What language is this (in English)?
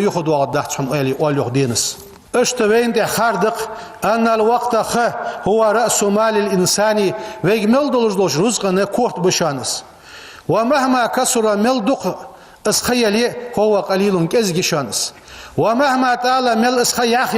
Ingush